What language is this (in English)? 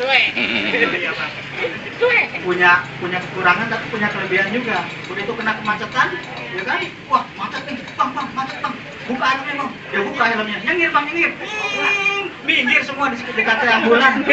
Betawi